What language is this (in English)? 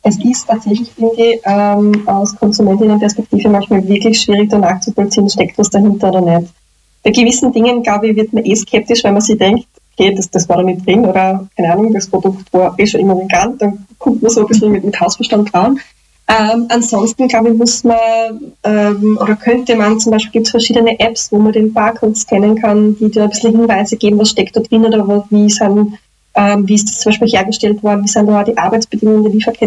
German